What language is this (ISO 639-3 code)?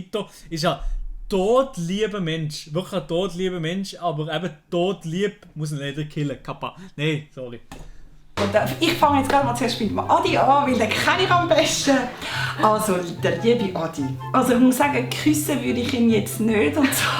gsw